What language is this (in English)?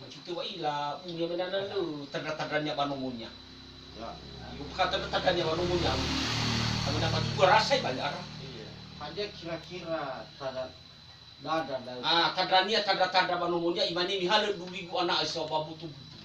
Nias